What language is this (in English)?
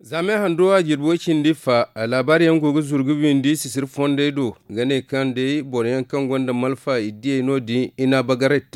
Zarma